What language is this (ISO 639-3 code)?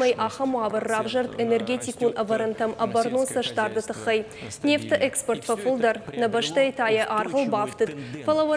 oss